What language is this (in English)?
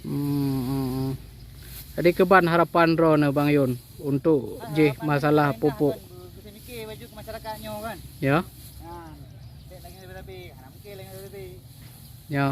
Achinese